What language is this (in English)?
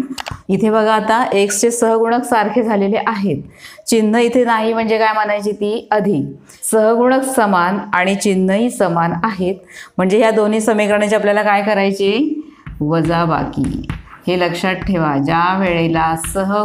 Marathi